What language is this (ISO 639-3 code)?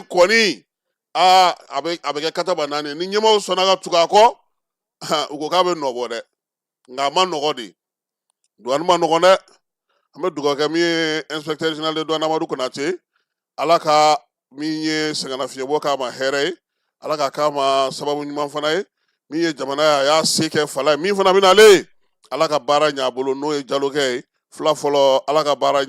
bam